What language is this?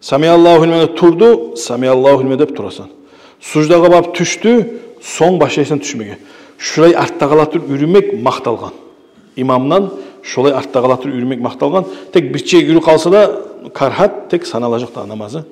Kumyk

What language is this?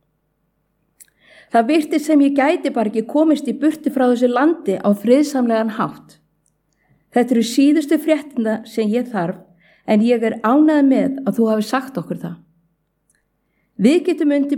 Icelandic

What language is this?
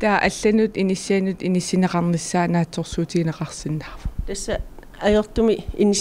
Kalaallisut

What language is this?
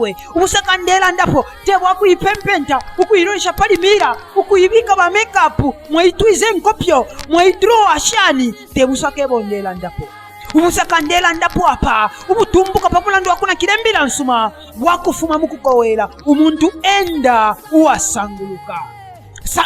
Bemba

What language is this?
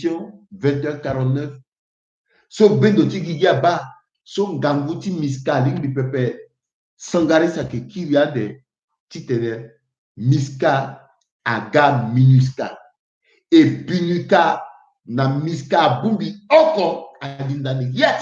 Sango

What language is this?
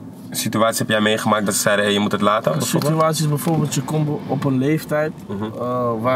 Dutch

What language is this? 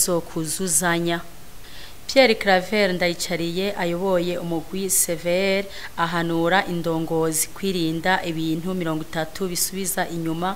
Rundi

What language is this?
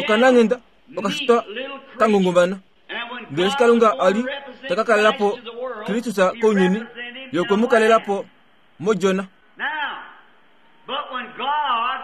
Kuanyama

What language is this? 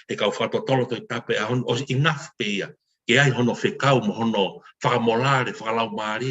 Tongan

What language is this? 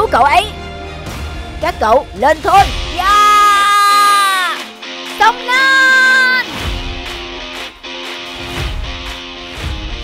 Vietnamese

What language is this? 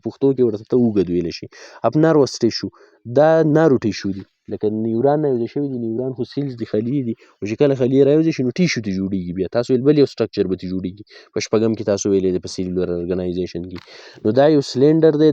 Pashto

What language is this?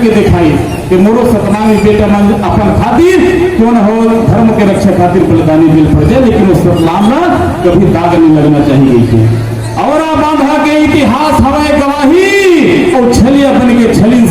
Chhattisgarhi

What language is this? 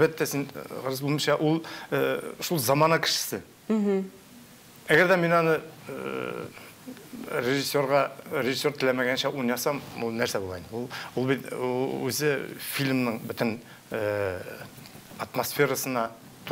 Tatar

